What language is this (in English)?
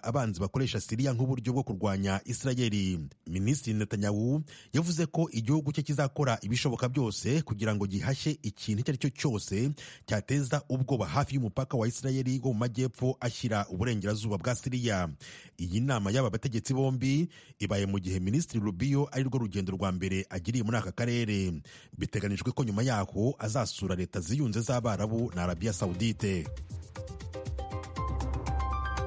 Kinyarwanda